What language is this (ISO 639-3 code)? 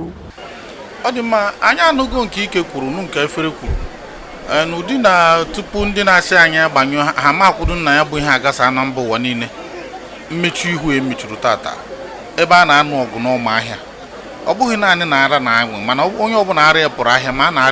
ibo